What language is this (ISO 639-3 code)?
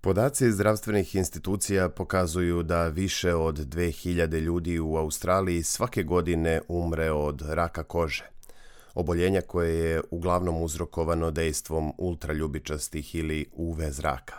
srp